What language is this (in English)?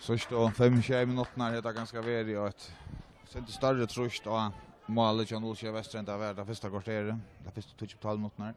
Faroese